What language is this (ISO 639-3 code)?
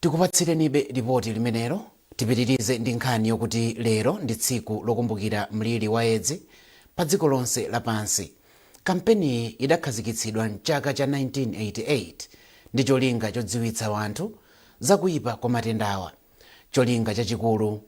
nya